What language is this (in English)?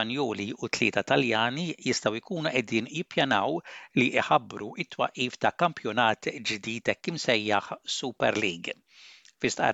Maltese